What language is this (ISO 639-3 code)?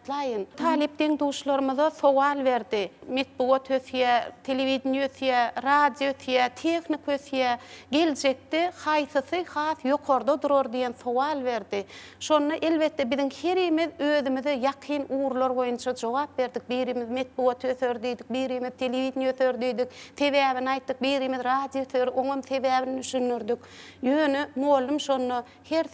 tuk